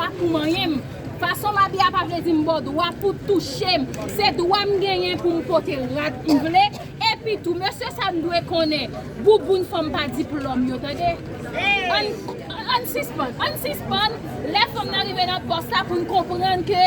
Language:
Haitian Creole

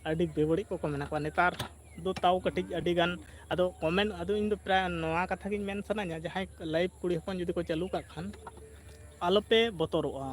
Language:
Santali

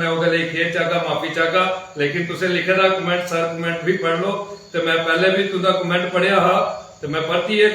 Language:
Dogri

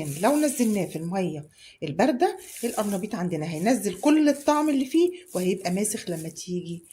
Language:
Egyptian Arabic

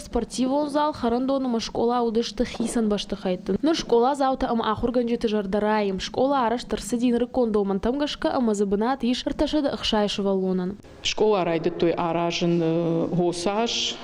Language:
Ossetic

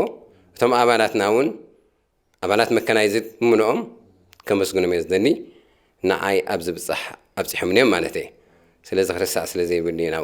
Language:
Tigrinya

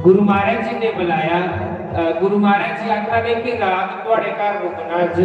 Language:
Dogri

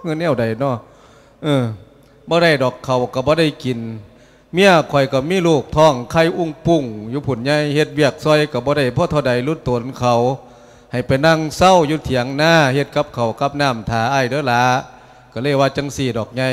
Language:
Lao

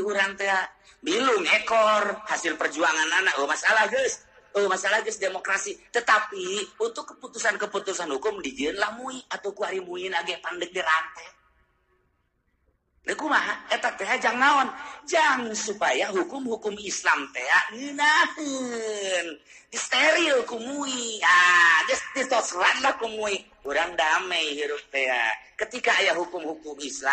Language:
Sundanese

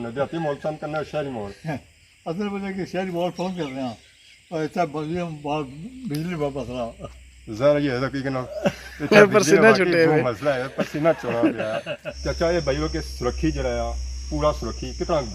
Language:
Pahari-Potwari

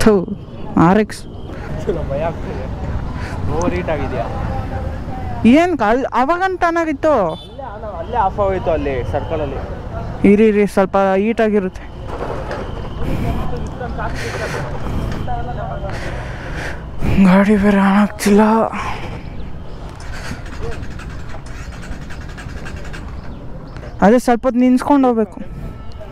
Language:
Kannada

